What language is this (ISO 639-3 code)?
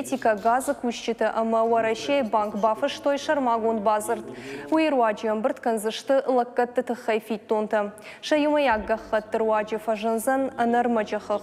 oss